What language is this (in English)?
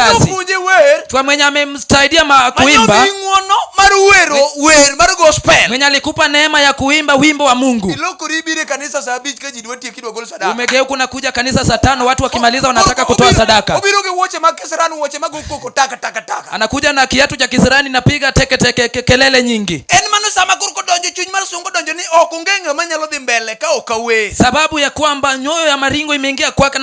Luo (Kenya and Tanzania)